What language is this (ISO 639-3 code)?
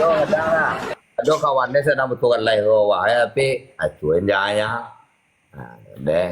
min